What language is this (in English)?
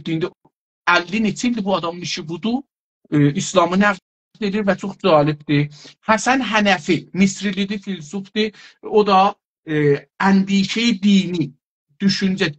South Azerbaijani